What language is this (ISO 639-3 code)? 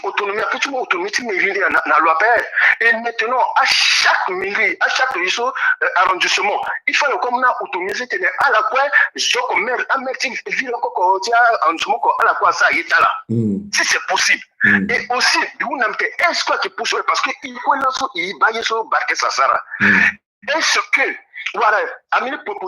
sag